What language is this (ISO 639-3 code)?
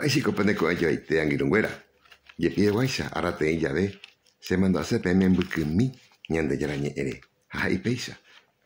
grn